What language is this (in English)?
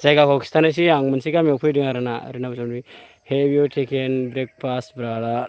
Bodo